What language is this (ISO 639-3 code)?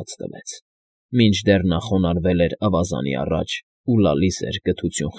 hye